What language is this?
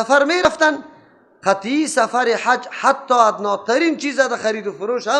Persian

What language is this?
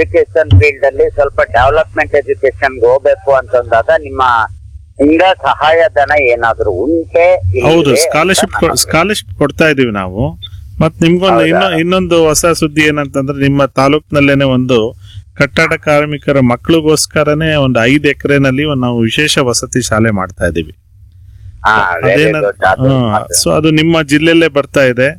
Kannada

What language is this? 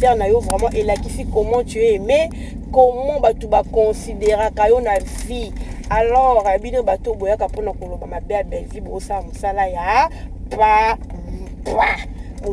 Lingala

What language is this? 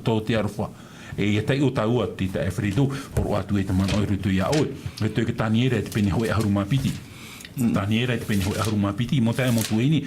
Tahitian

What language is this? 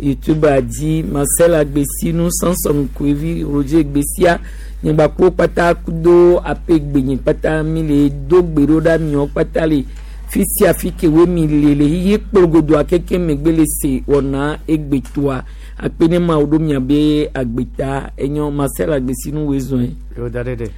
Gen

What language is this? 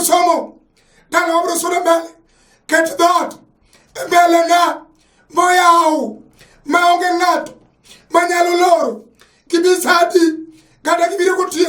Luo (Kenya and Tanzania)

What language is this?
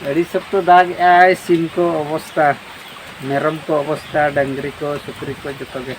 Santali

